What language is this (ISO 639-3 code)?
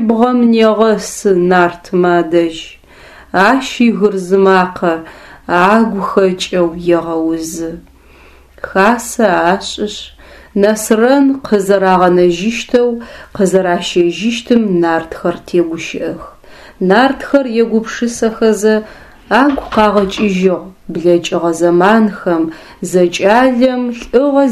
ady